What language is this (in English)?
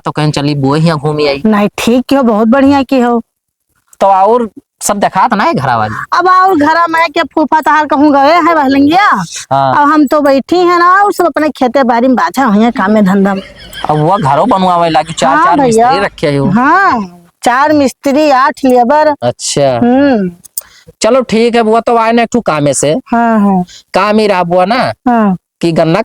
Awadhi